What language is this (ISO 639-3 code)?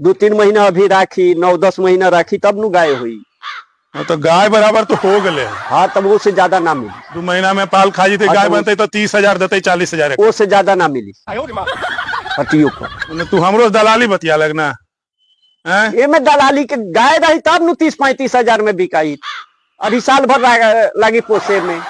mag